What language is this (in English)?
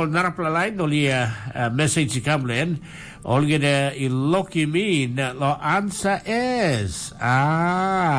Tok Pisin